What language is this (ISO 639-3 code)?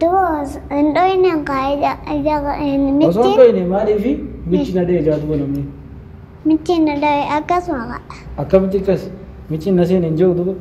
orm